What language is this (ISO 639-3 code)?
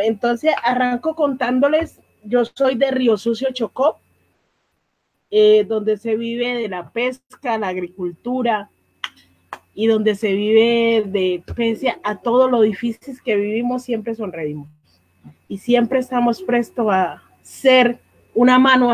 spa